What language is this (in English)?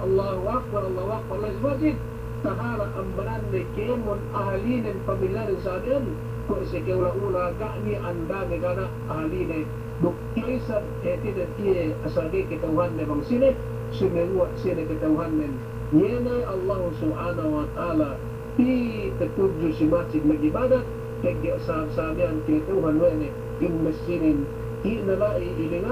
Yakan